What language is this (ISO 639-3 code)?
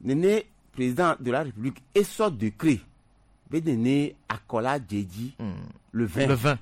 gej